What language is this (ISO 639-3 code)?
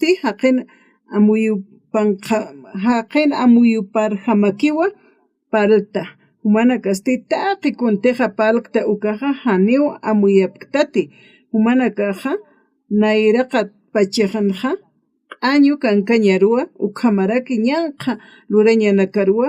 aym